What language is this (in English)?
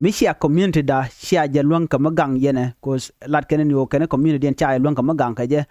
Nuer